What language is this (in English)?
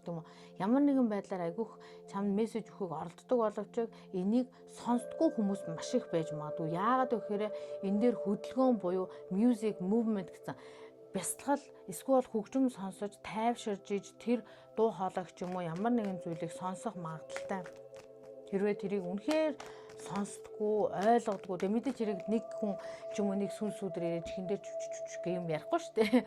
Mongolian